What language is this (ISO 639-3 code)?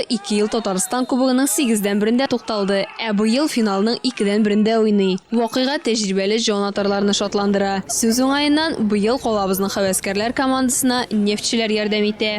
tat